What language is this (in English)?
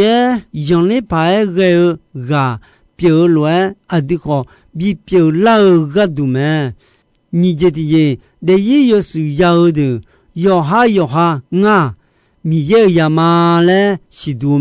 Akha